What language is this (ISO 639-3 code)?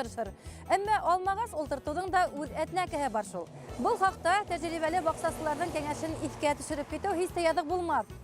bak